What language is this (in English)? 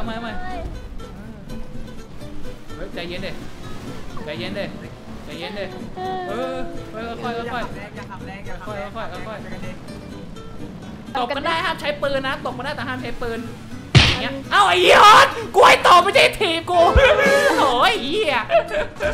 Thai